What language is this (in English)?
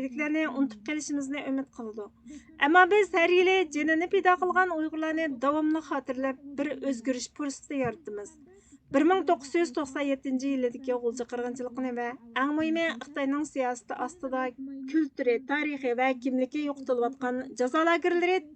Uyghur